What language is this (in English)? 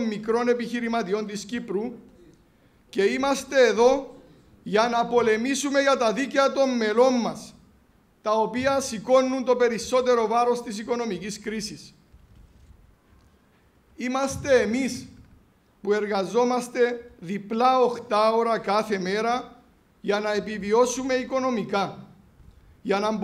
Greek